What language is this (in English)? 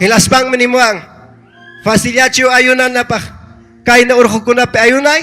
Ayacucho Quechua